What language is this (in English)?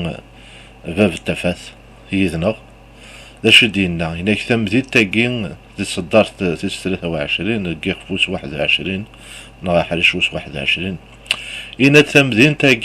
Kabyle